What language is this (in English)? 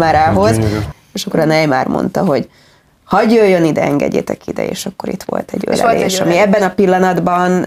Hungarian